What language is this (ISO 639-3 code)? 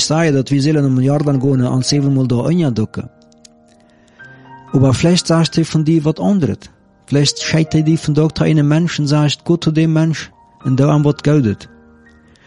deu